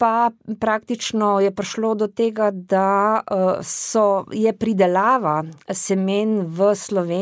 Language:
Slovenian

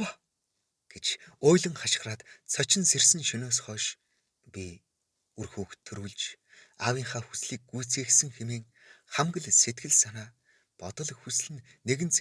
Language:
Mongolian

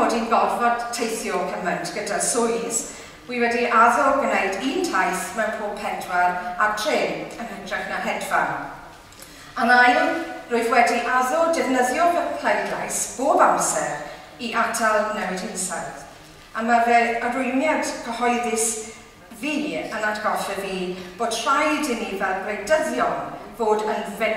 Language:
Welsh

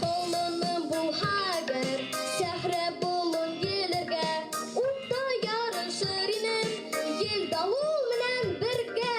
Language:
Bashkir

